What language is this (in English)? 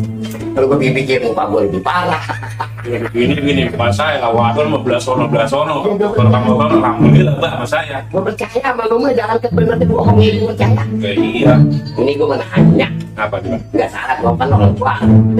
Betawi